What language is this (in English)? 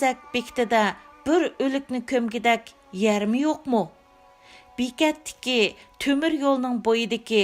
Uyghur